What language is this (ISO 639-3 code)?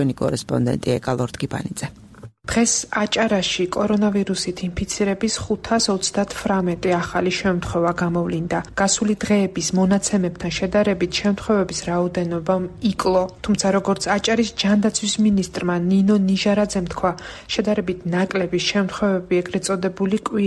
kat